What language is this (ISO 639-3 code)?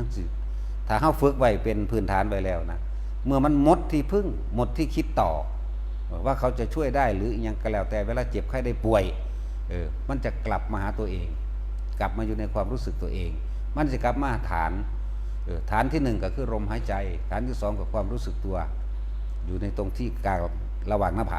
tts